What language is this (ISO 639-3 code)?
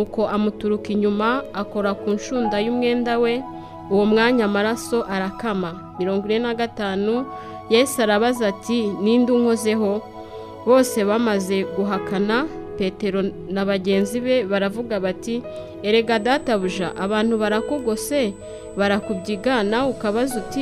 kin